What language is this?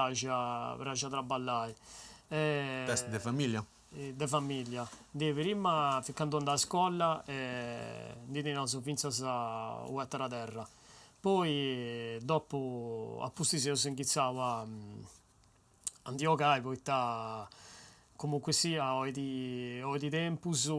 Sardinian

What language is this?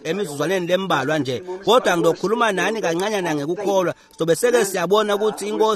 Swati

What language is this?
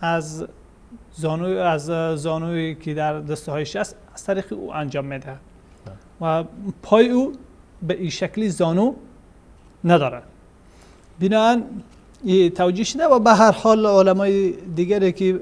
Persian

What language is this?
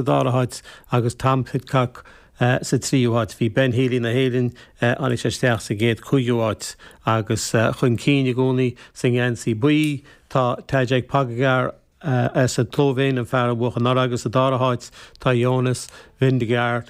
Irish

